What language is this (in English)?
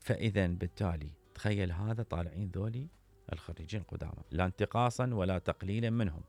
Mesopotamian Arabic